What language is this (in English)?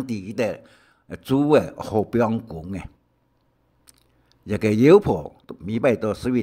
Hakka Chinese